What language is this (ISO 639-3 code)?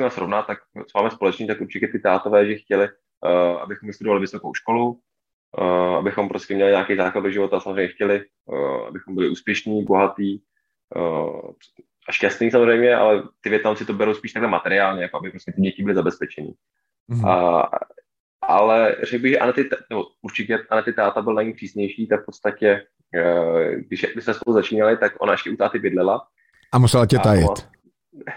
ces